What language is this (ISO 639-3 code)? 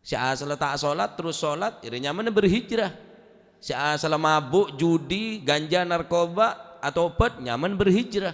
mad